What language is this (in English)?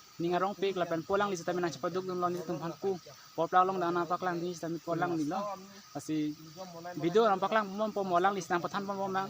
Karbi